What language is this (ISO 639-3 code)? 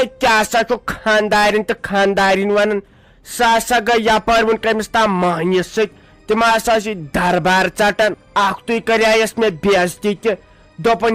kas